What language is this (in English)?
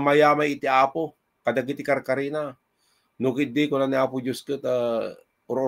Iloko